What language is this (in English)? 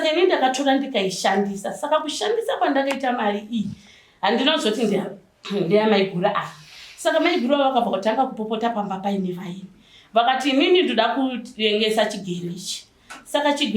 Shona